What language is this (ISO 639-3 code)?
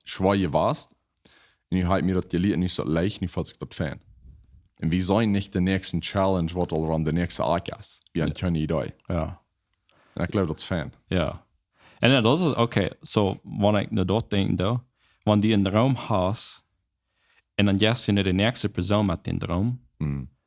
pdt